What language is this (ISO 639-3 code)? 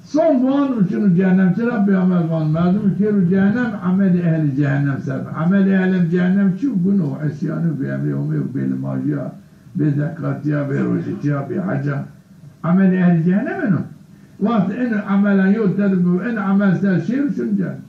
zza